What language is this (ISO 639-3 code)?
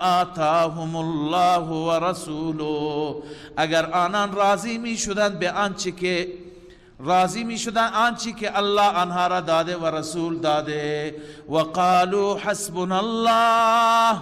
fas